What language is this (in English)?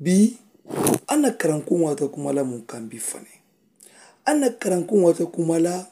Mandingo